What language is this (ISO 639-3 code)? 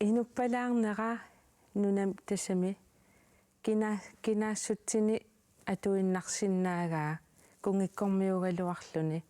kal